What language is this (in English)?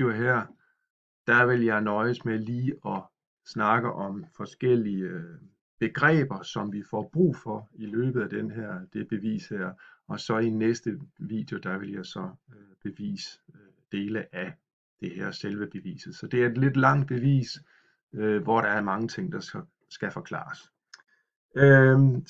Danish